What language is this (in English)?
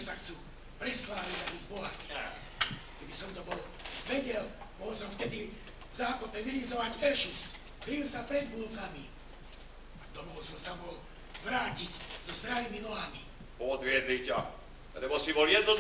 Slovak